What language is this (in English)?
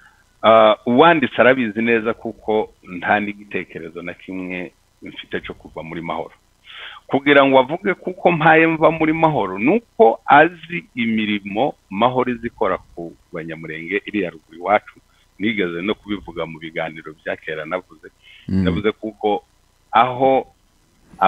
Kinyarwanda